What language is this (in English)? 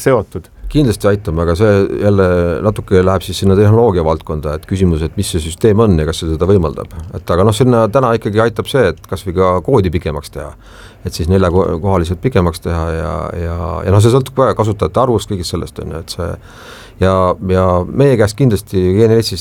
Estonian